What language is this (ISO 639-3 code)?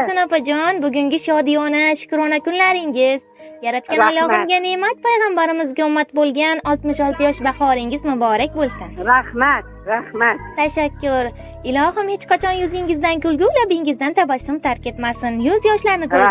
uzb